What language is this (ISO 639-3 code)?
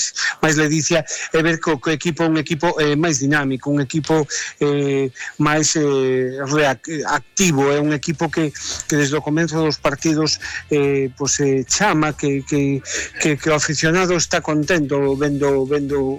glg